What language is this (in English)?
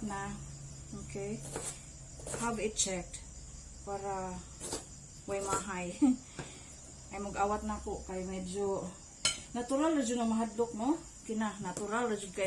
Cebuano